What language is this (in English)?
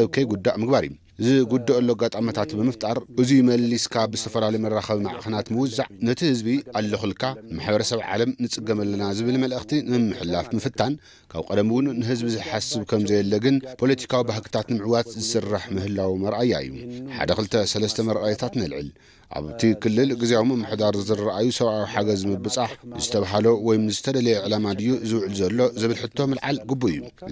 Tigrinya